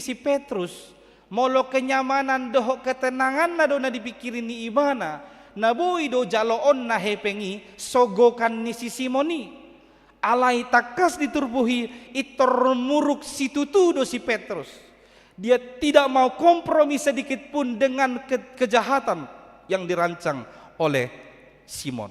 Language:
Batak Toba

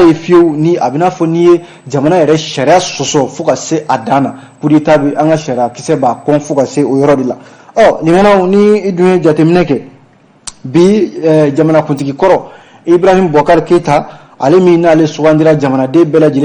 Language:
Bambara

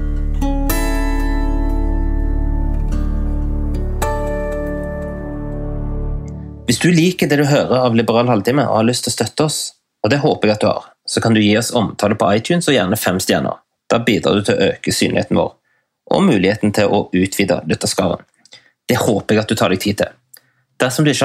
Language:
Norwegian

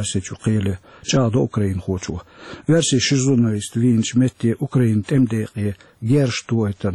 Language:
Chechen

